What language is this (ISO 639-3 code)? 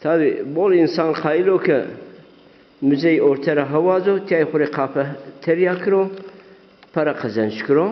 zza